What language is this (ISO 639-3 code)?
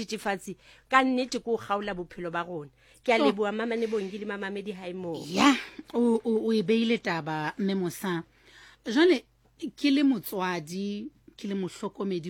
sot